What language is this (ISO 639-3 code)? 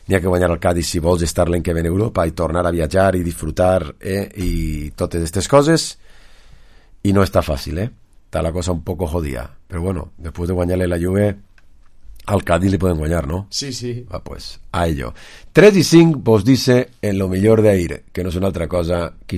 cat